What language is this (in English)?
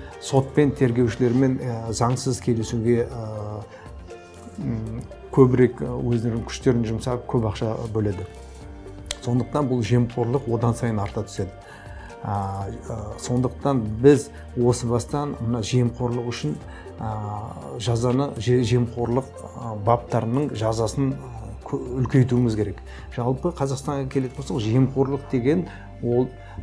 Kazakh